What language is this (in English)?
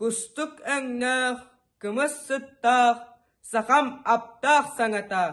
Yakut